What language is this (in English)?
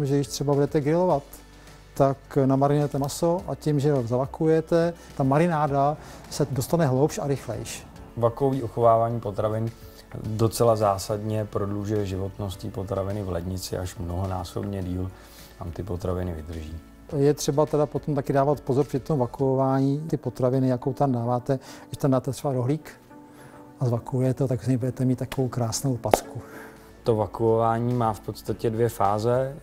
Czech